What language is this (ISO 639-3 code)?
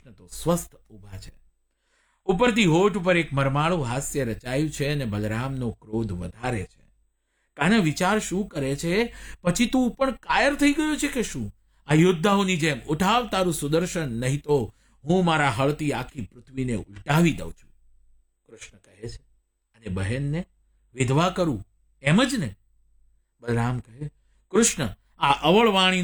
guj